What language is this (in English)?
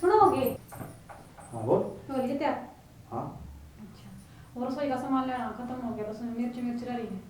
Haryanvi